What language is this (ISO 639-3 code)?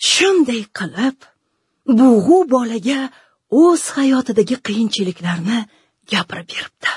uzb